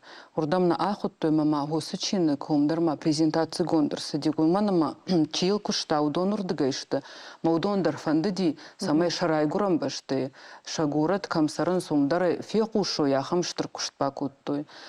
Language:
Ossetic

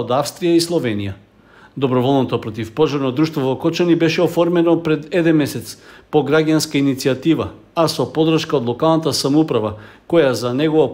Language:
Macedonian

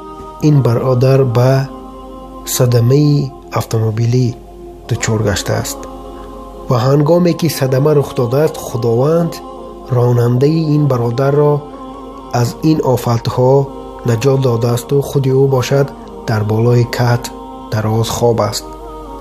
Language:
Tajik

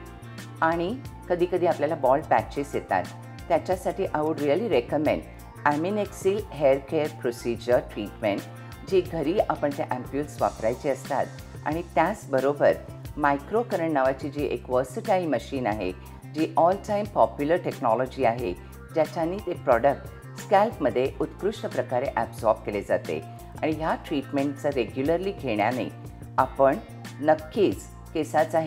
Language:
Marathi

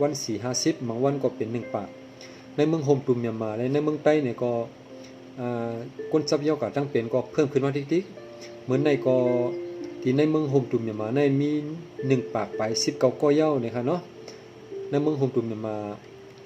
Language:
Shan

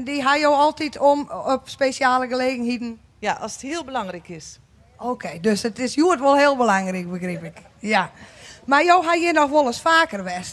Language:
Western Frisian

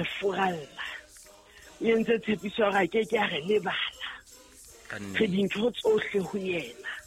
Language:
Southern Sotho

